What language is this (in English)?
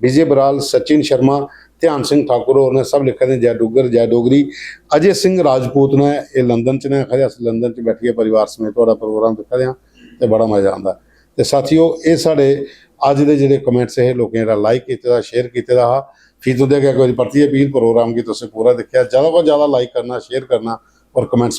Dogri